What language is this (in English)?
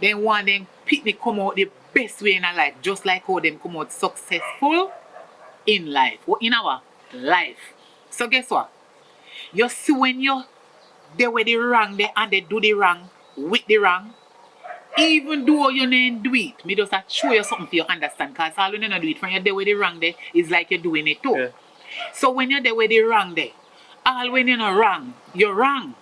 Jamaican Creole English